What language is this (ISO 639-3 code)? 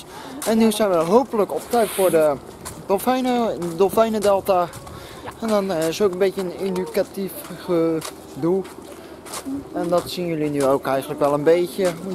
nld